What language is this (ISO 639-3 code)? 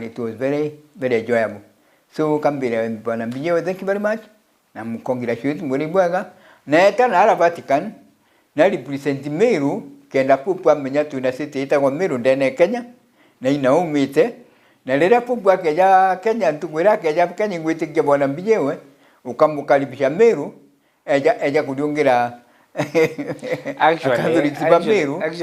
mer